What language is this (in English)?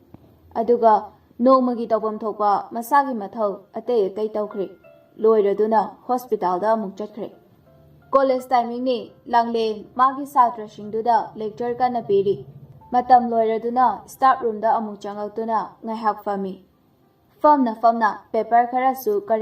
Manipuri